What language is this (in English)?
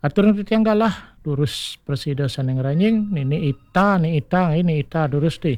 Balinese